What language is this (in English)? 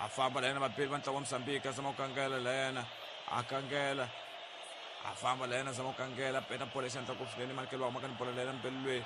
Tsonga